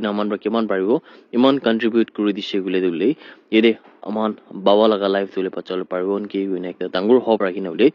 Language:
Naga Pidgin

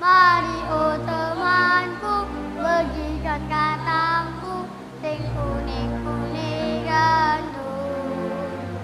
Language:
Batak Karo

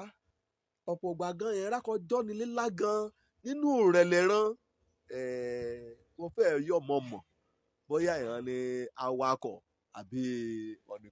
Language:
Yoruba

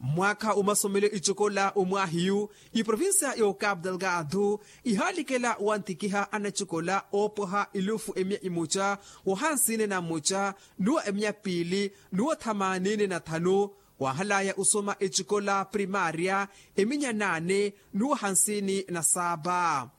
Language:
Makhuwa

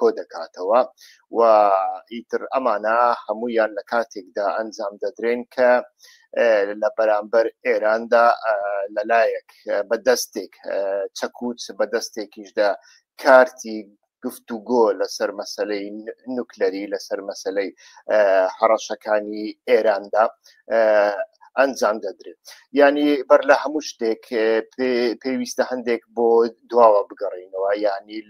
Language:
Central Kurdish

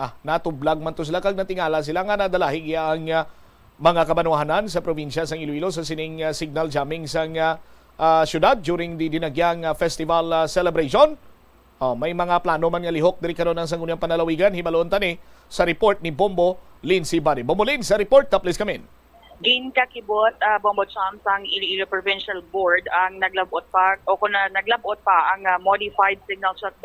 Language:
Hiligaynon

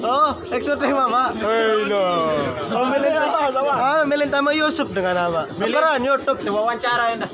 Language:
Sasak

